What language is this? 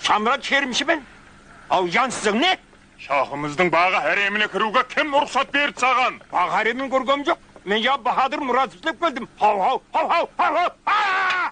Kara-Kalpak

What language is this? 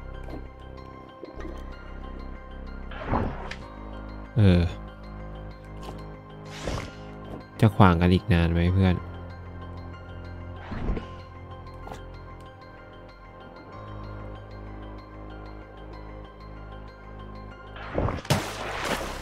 Thai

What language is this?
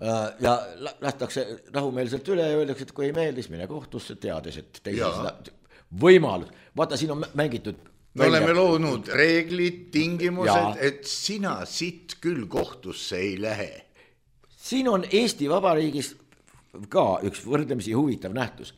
Estonian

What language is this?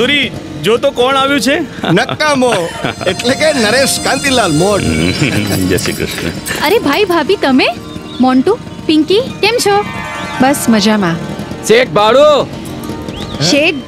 Gujarati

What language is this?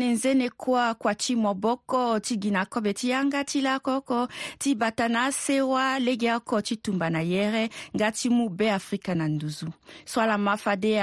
Sango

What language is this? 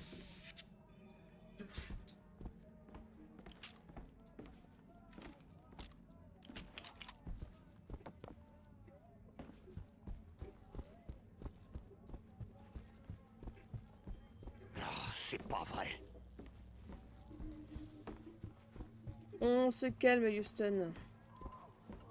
French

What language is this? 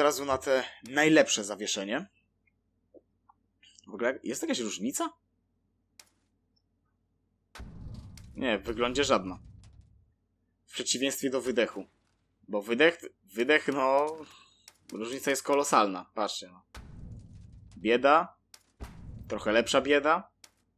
Polish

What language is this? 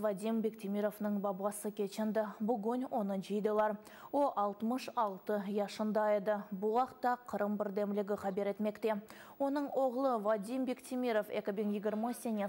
Crimean Tatar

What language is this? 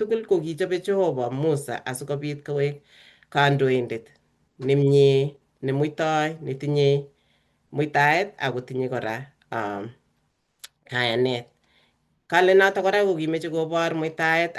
Kalenjin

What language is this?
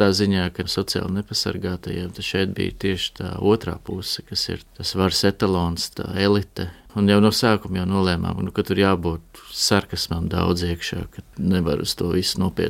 Latvian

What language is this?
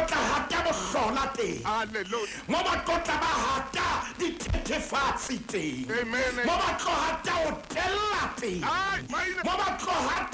Southern Sotho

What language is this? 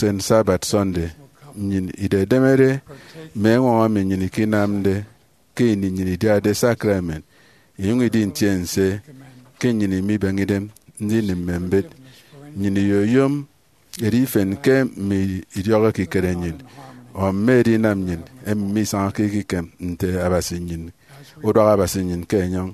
Efik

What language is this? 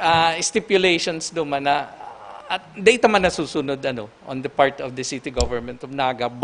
Bikol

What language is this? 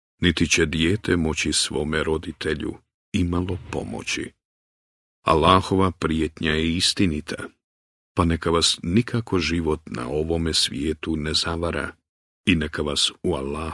Bosnian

